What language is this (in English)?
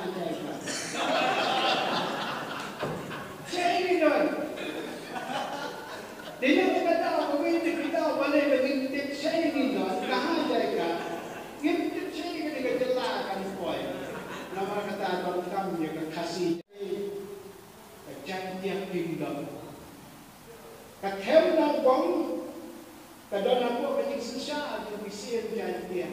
Khasi